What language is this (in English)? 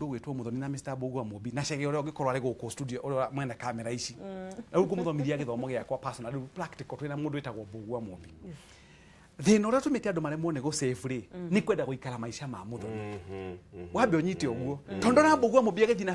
Kikuyu